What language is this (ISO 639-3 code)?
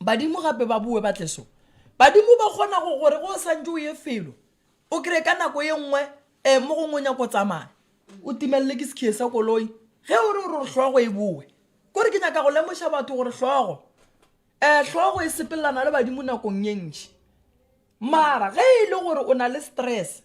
nso